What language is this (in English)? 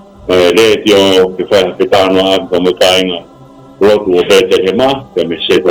Tongan